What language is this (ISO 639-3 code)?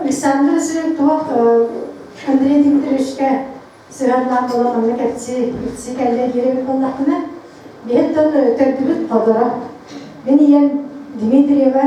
sah